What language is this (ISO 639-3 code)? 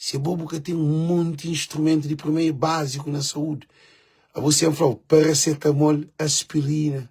kea